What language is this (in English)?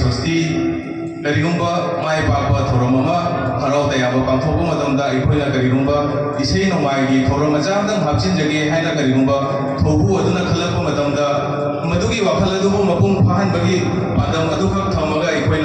Manipuri